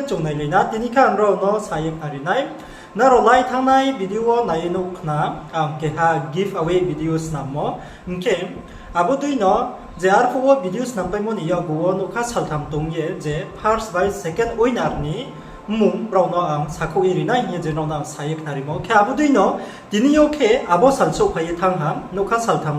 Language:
Riang (India)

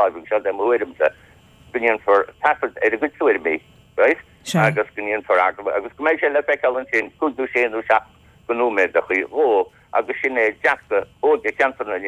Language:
Irish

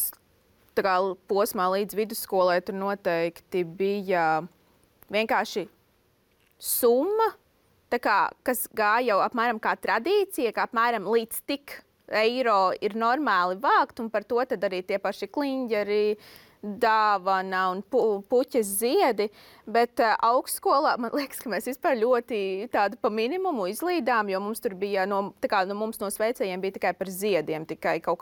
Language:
Latvian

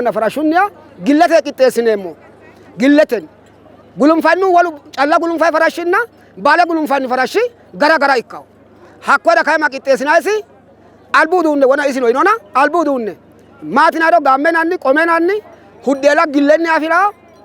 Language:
Sidamo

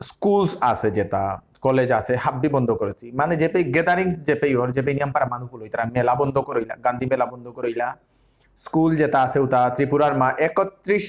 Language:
Bishnupriya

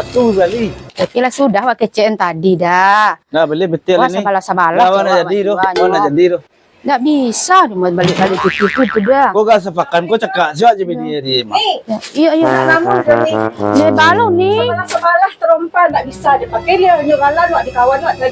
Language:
Minangkabau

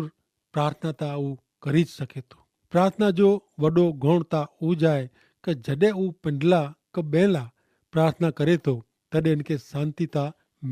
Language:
Kachhi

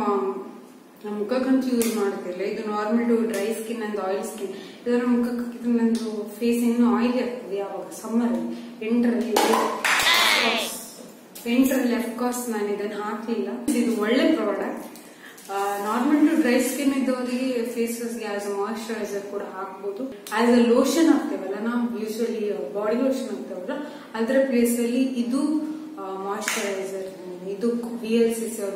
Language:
Kannada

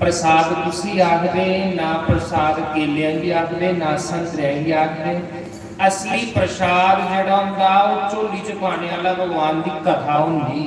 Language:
Dogri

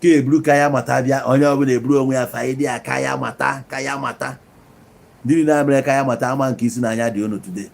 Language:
Igbo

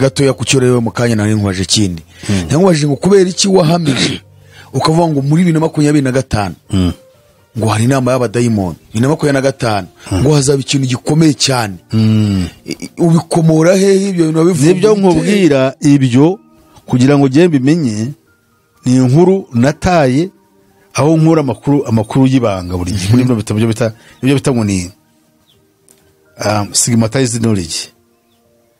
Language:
Kinyarwanda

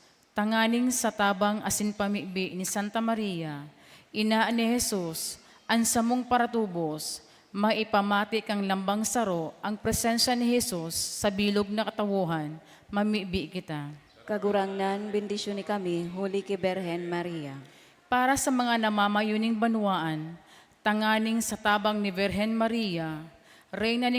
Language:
Bikol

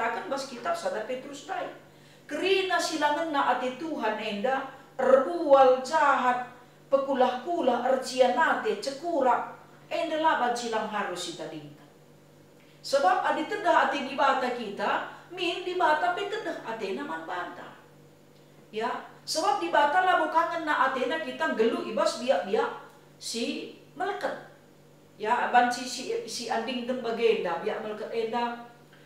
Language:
Batak Karo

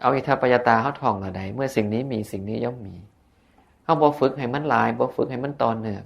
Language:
Northeastern Thai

